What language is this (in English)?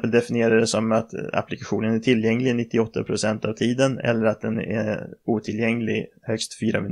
Swedish